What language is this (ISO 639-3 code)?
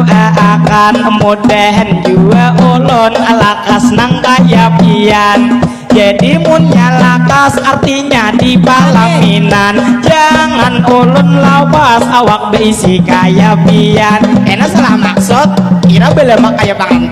bjn